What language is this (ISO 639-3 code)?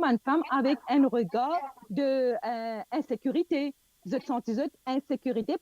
mfe